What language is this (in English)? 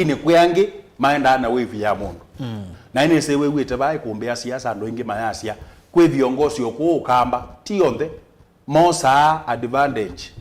Kamba